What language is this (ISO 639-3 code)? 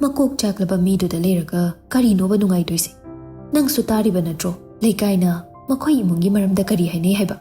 mni